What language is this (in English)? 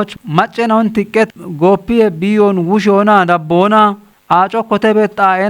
Kafa